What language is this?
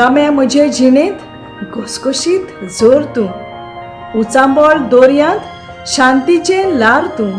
Konkani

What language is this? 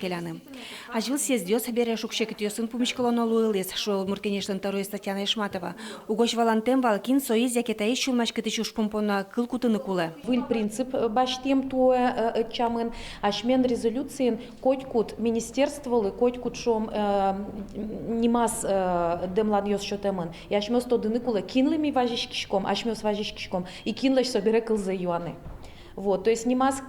Udmurt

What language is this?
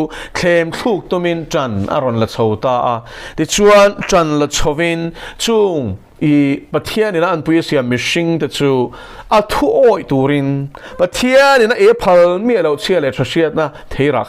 Mizo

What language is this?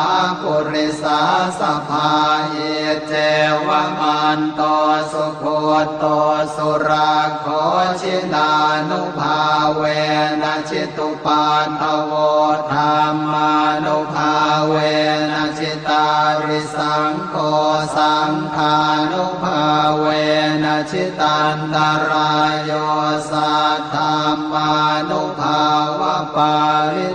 Pali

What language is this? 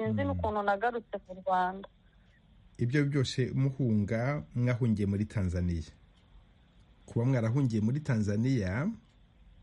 Kinyarwanda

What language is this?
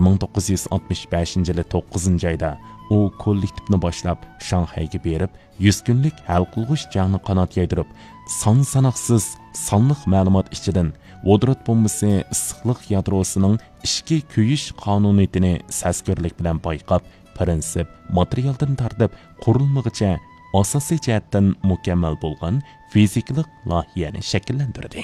Uyghur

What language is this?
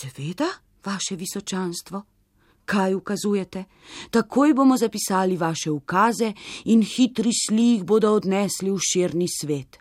Slovenian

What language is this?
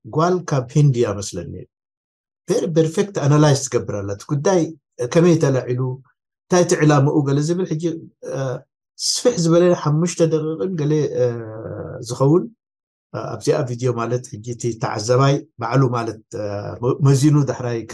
Tigrinya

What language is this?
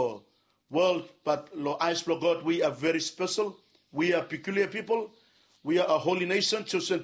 Bislama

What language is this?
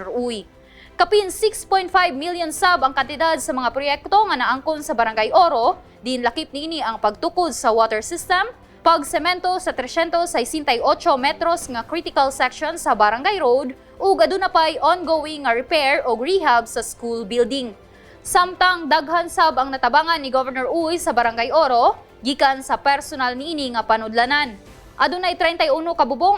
Cebuano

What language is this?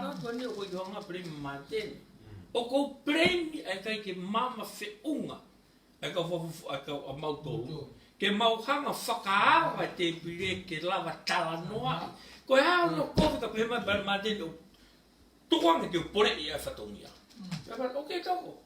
Tongan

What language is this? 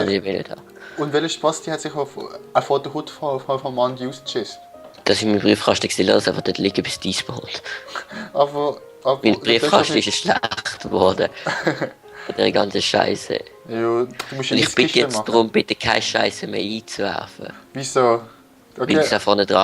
Swiss German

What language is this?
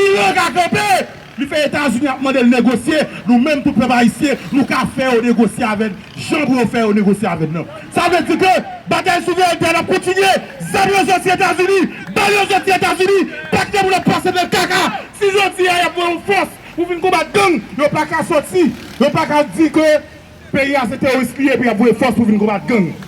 Haitian Creole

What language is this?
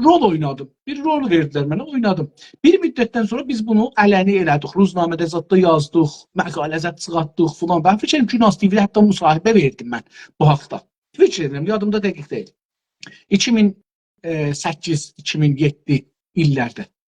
South Azerbaijani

